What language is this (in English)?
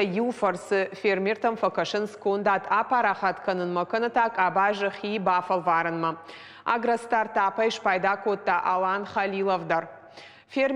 Ossetic